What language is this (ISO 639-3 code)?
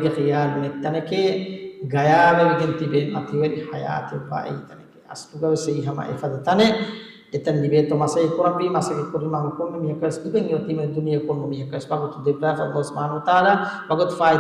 div